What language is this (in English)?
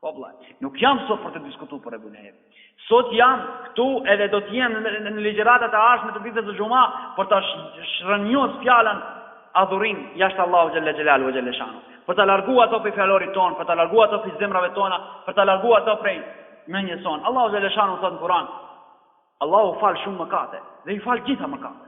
Albanian